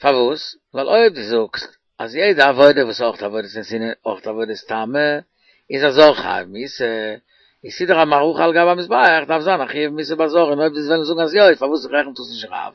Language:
Yiddish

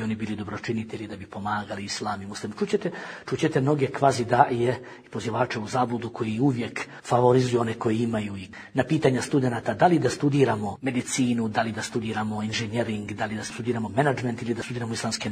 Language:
Bosnian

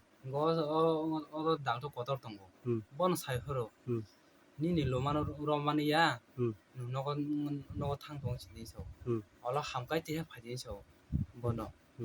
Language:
Kok Borok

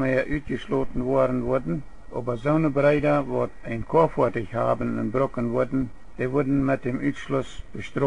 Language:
Plautdietsch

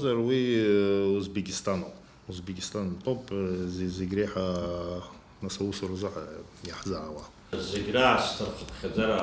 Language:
Abkhazian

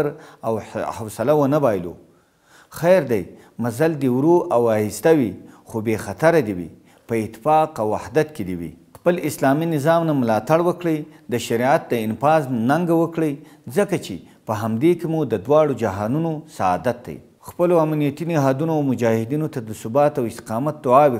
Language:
Pashto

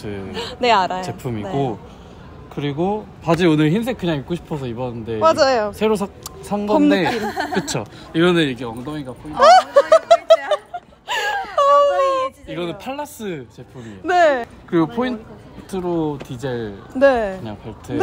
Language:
Korean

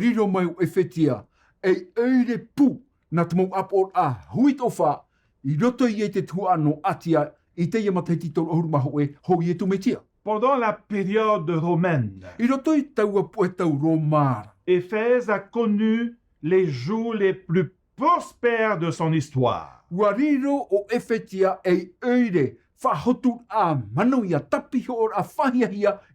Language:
Tahitian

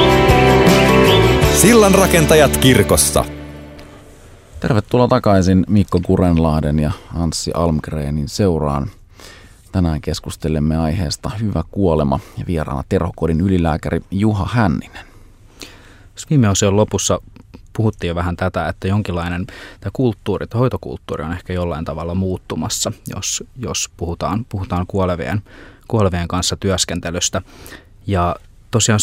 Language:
Finnish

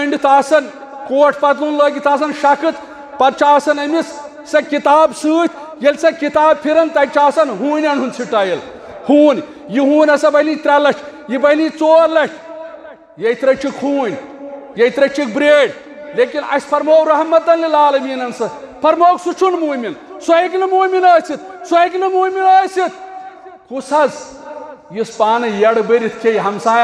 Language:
Kashmiri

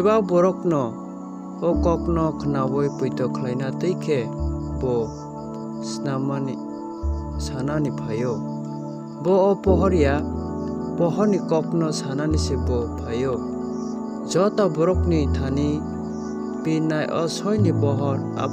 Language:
Kok Borok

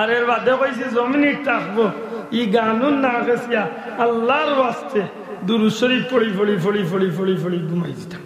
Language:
Sylheti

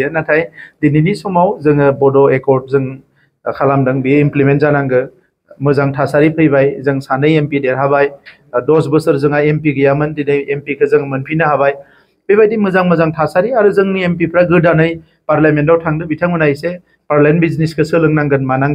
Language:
Bodo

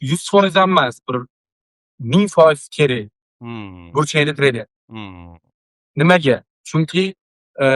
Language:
Uzbek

